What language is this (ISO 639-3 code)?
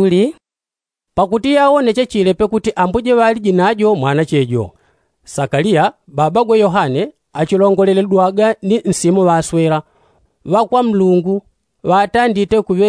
yao